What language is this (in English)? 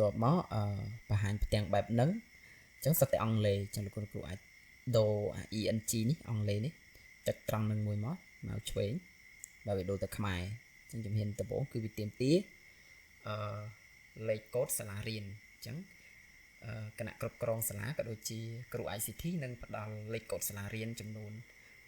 Khmer